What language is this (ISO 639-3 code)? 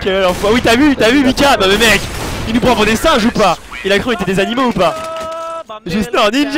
fra